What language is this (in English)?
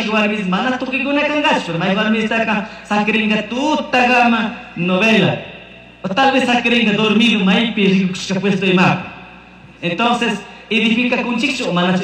Chimborazo Highland Quichua